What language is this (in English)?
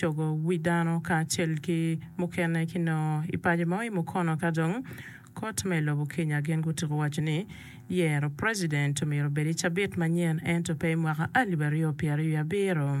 Acoli